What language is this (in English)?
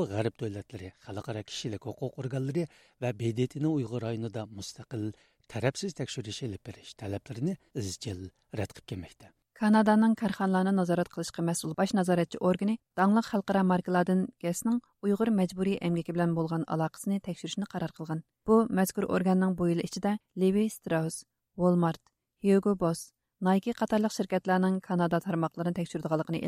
Uyghur